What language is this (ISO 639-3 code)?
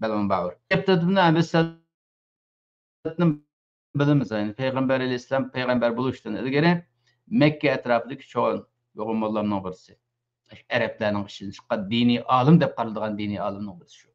uig